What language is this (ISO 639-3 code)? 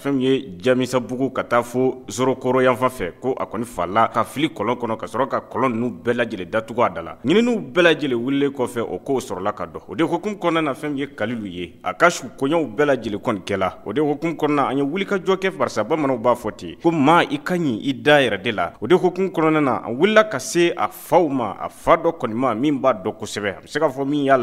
bam